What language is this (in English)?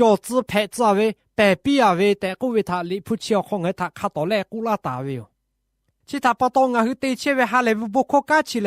Lahu